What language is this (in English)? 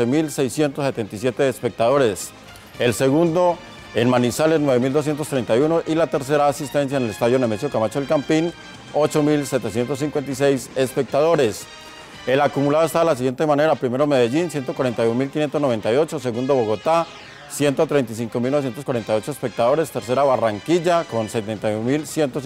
Spanish